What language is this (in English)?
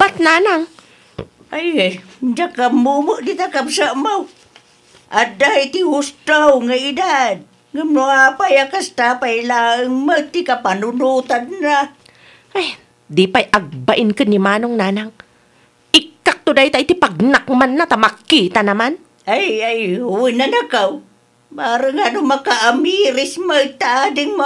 Iloko